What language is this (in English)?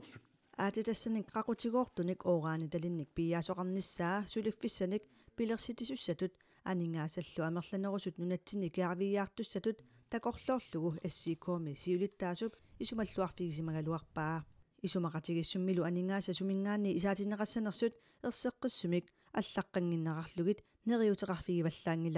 Kalaallisut